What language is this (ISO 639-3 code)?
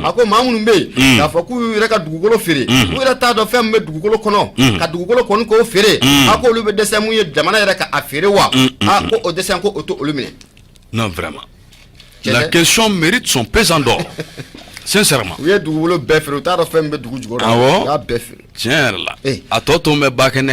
bam